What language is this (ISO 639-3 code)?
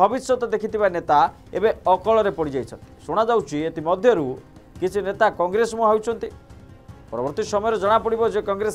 ori